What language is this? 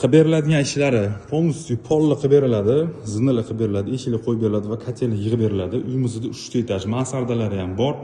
Uzbek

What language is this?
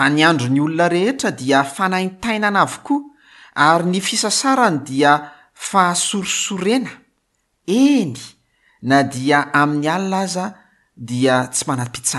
Malagasy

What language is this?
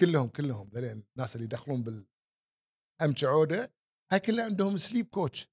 Gulf Arabic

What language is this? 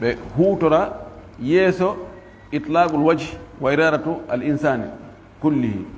Fula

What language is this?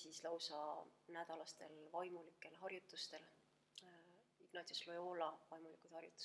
Estonian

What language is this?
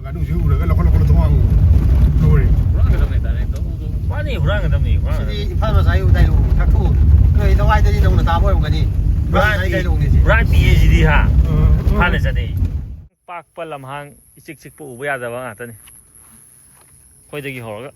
Manipuri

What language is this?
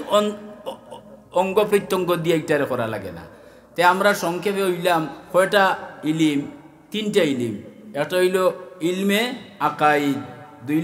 Sylheti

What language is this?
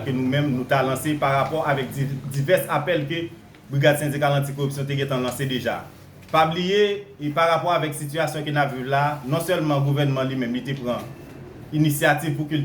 Haitian Creole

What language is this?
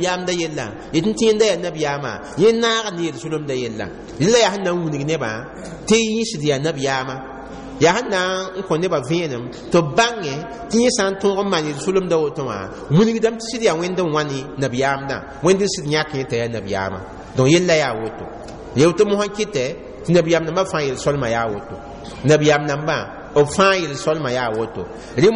Mossi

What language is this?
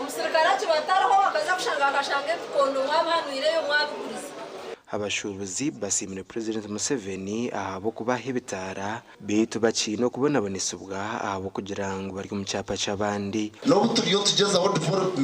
Nyankole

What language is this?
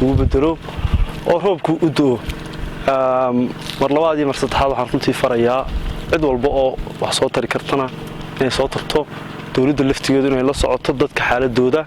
Somali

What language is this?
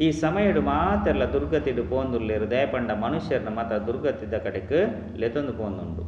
Tulu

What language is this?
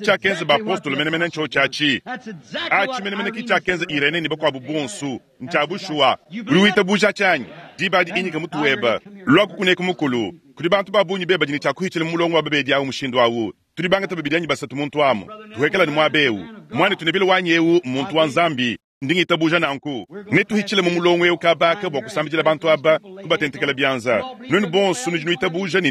Luba-Lulua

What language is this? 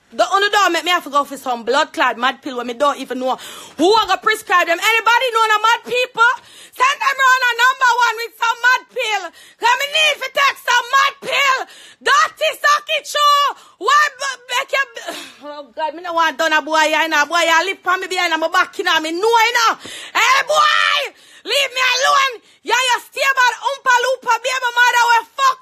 Jamaican Creole English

